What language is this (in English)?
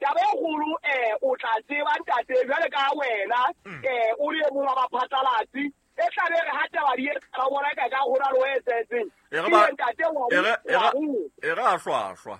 Southern Sotho